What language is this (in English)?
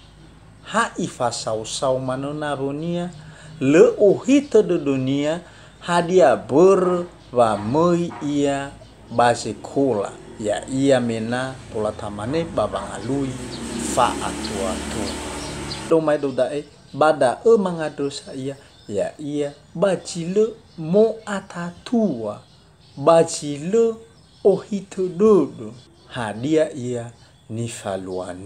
Nias